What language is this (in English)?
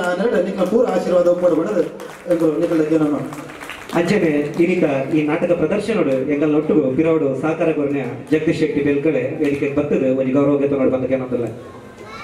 Tulu